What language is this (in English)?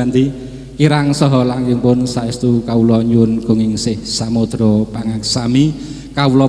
Javanese